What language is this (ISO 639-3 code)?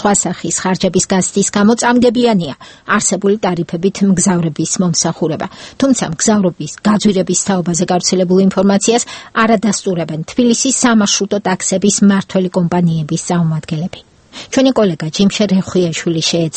kat